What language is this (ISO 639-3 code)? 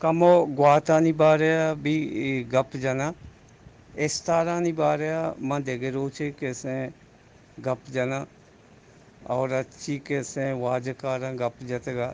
bgp